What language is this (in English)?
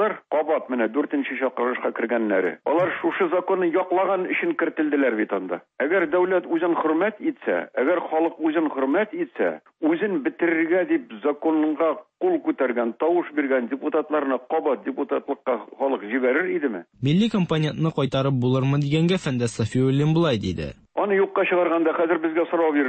Tatar